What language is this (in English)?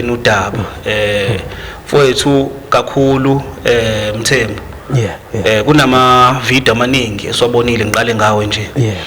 Zulu